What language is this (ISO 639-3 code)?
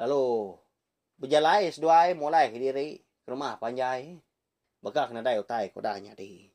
iba